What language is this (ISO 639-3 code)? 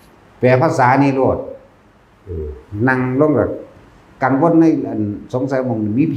tts